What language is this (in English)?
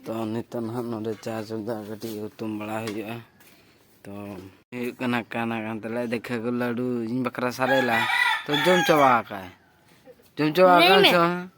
Santali